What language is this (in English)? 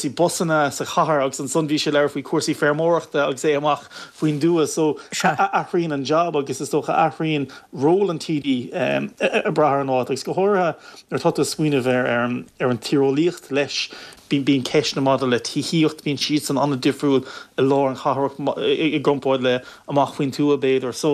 Irish